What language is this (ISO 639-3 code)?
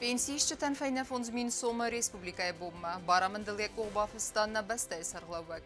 oss